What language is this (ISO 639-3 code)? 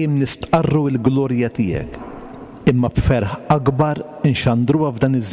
mlt